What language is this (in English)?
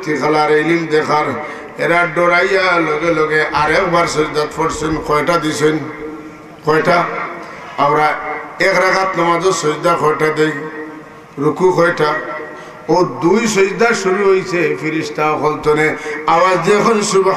Sylheti